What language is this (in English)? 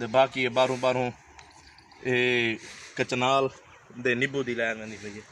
Saraiki